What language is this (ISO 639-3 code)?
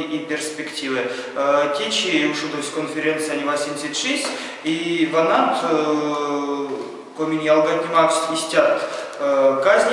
myv